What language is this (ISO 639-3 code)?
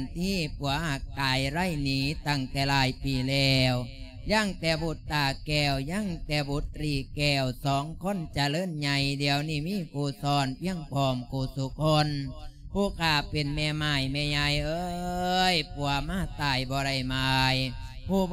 lao